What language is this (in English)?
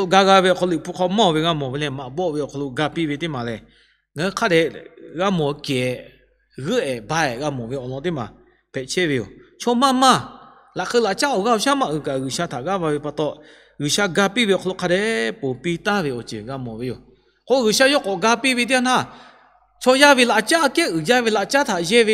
Lahu